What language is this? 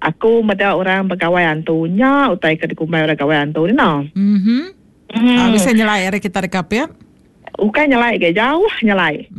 Iban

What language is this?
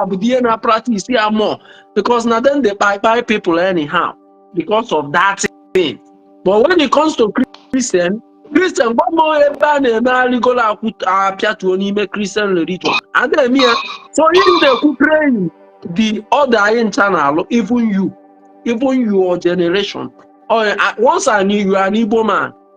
Igbo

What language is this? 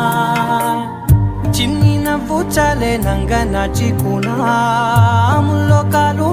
Telugu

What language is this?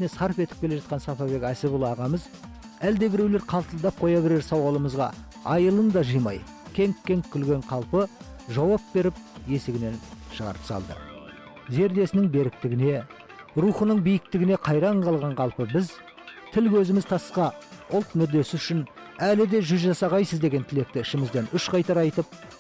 Kazakh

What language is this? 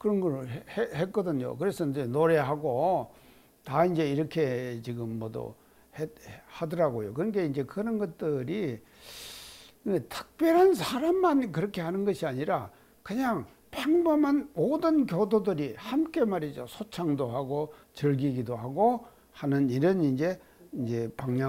Korean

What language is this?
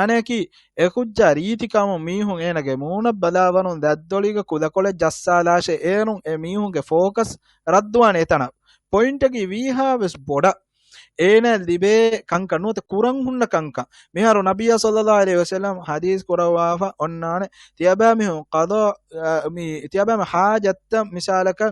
Divehi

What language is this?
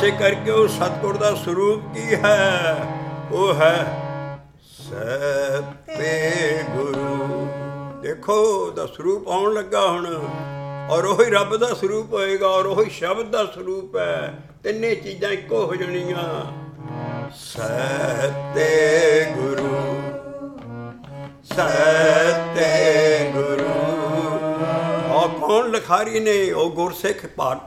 Punjabi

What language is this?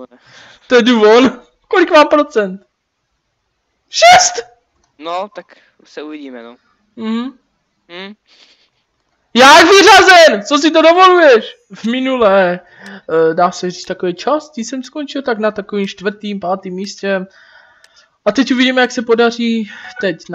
Czech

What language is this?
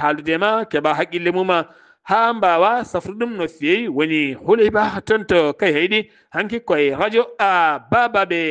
Fula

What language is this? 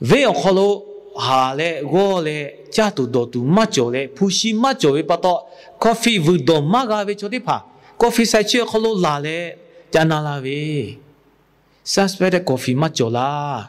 Lahu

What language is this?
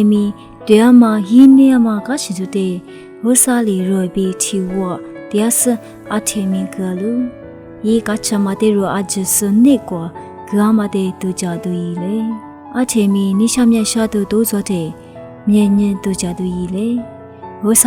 Lisu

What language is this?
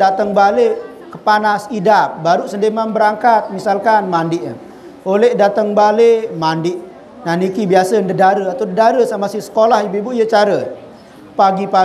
Sasak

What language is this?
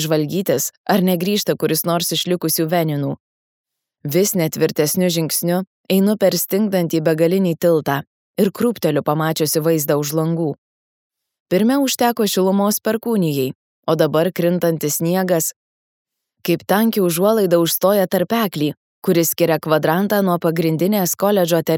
Lithuanian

